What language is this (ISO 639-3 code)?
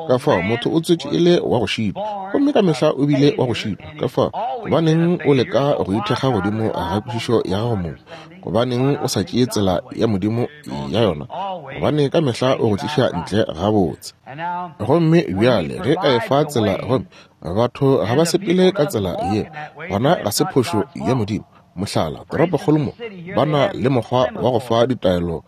nso